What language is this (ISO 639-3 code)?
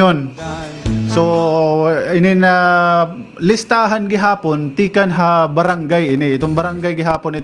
war